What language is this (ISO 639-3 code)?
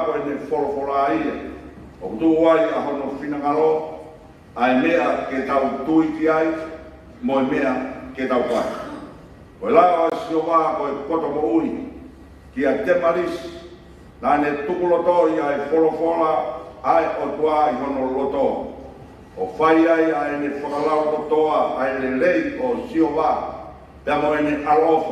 ton